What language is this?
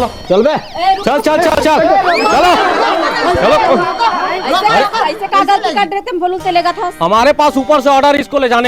Chhattisgarhi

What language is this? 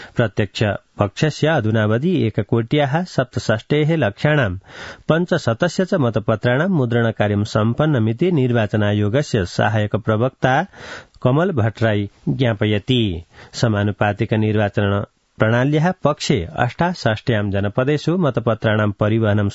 Sanskrit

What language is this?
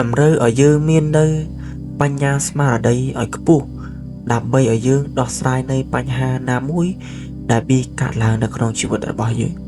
Khmer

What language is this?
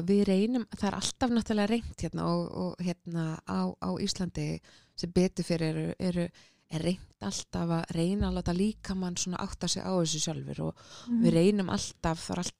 Icelandic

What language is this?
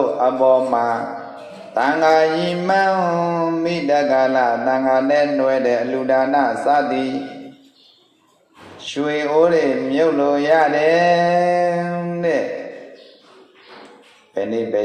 Burmese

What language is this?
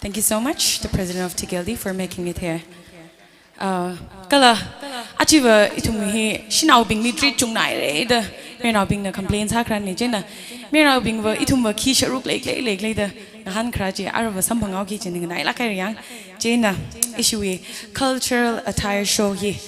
Tangkhul Naga (India)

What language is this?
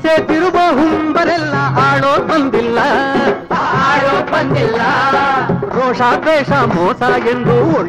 Kannada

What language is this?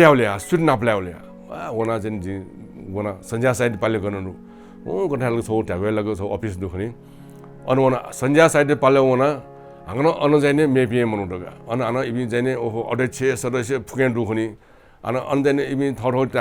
Newari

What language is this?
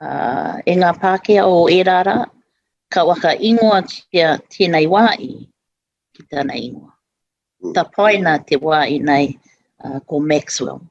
Māori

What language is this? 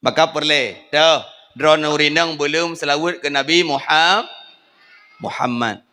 Achinese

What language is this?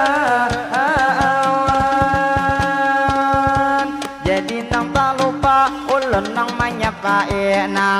Banjar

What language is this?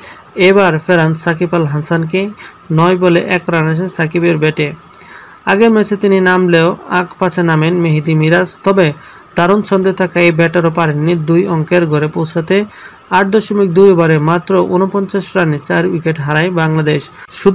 Bangla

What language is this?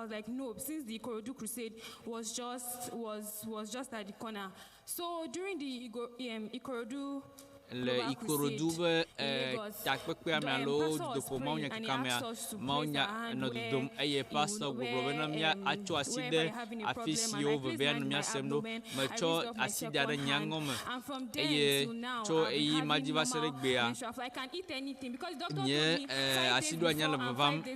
Ewe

